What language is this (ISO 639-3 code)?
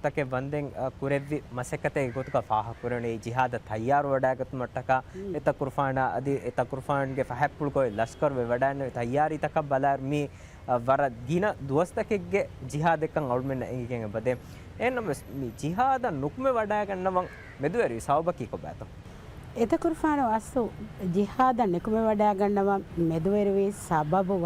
div